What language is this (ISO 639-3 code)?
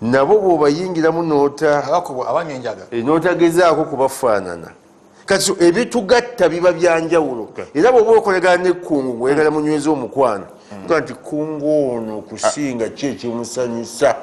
lug